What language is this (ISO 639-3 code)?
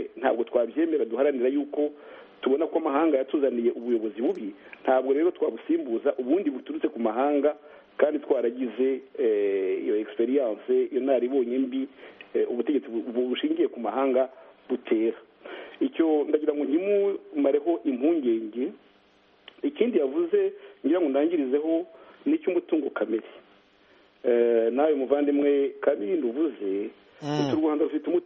kin